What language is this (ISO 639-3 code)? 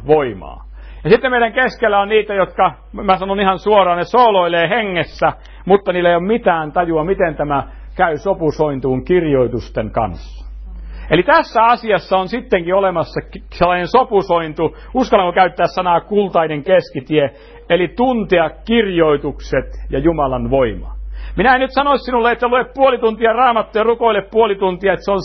fin